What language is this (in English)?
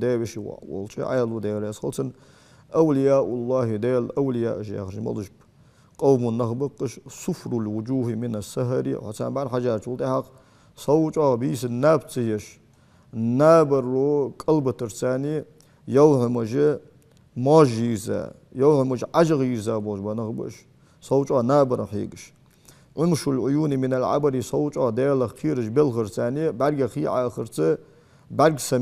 Ingush